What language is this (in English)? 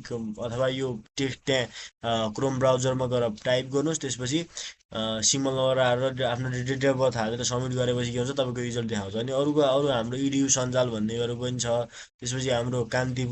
Nepali